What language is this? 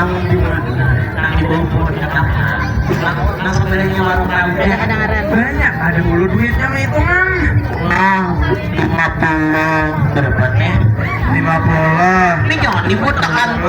Banjar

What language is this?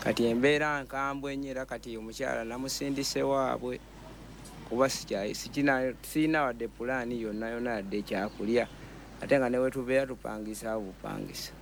Ganda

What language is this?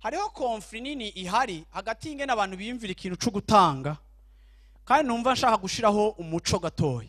Rundi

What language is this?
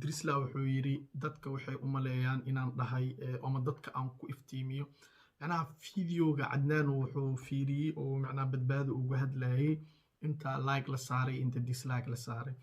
Somali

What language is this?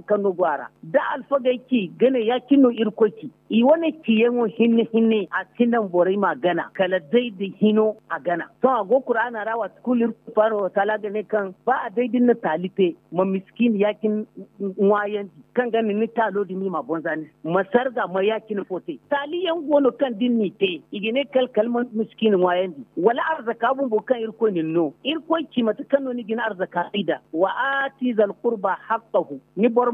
Zarma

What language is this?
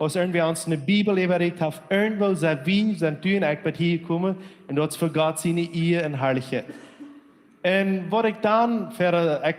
Plautdietsch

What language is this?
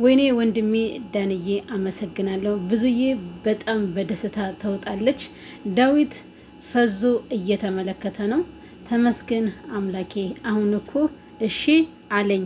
Amharic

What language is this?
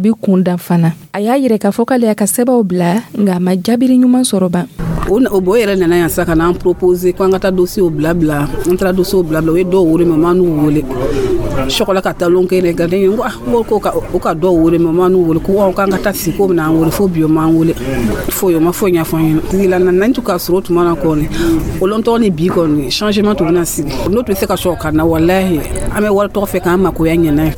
Dyula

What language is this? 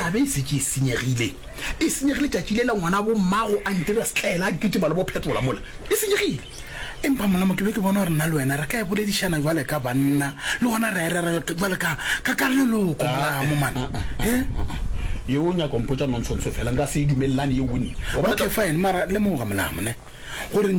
Northern Sotho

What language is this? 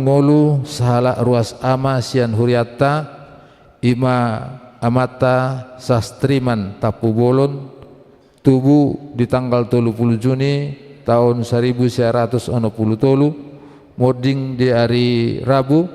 Batak Toba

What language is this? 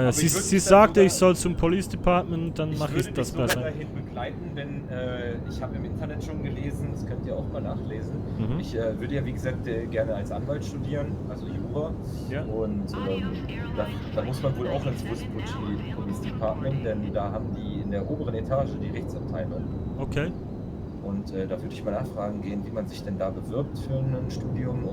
Swiss German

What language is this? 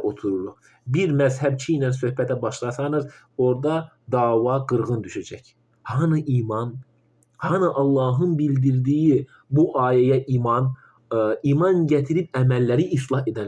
Azerbaijani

